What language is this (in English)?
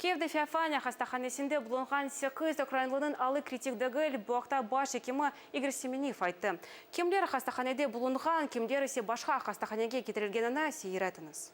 Crimean Tatar